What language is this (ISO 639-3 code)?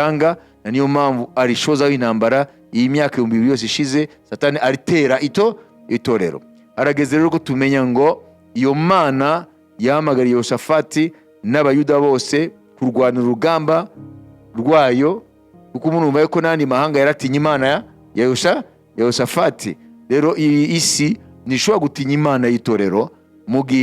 kin